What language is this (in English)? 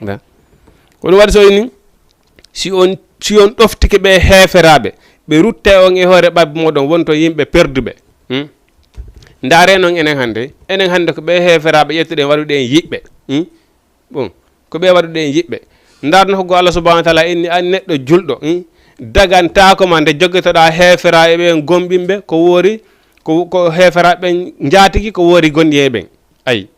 Fula